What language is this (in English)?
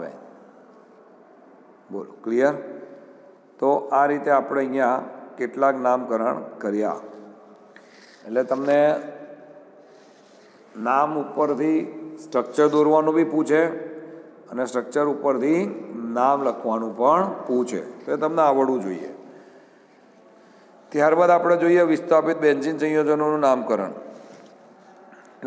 Gujarati